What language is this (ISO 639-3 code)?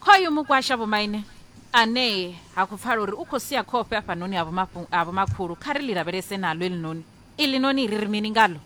ven